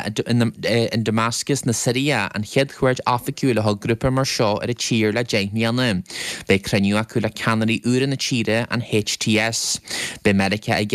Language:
Irish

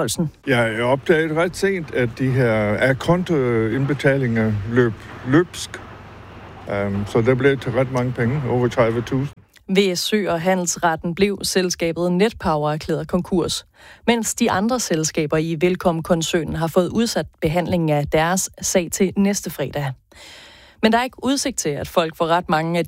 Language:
Danish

